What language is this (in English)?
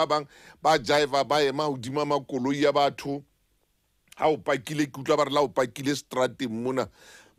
Southern Sotho